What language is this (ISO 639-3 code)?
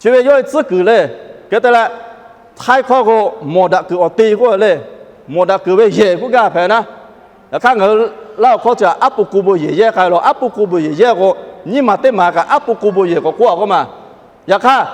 lhu